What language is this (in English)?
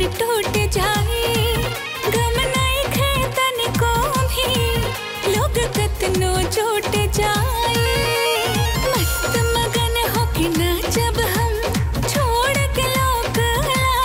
Bhojpuri